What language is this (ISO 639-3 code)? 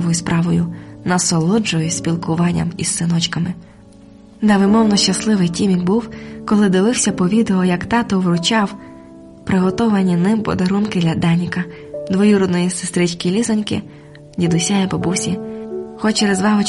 ukr